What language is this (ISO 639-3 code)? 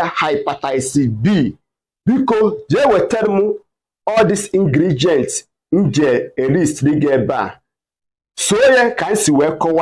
ibo